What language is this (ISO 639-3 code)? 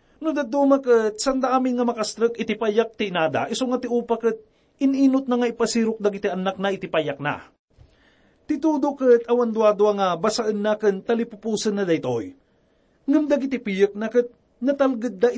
ilo